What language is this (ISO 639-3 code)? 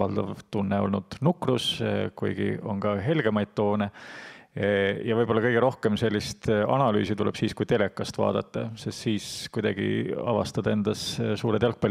est